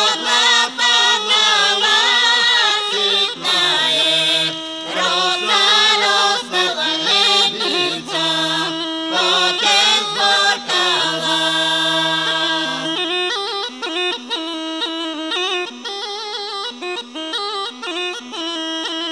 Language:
Bulgarian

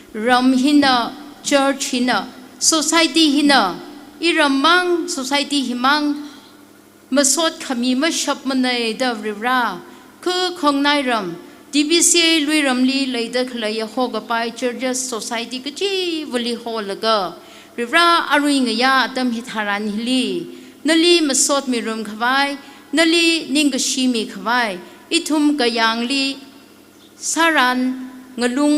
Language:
Tangkhul Naga (India)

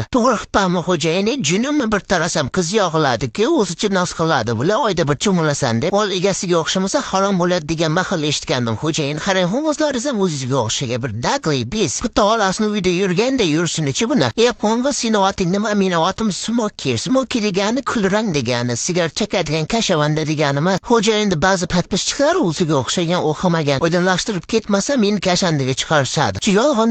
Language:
Uzbek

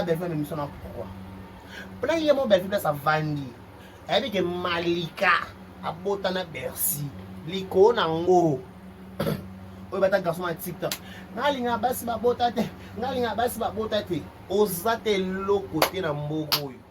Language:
Lingala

